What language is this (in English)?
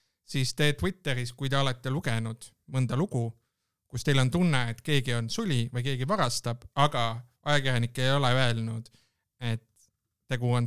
Estonian